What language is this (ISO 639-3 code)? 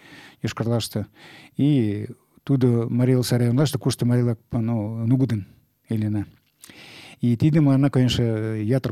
chm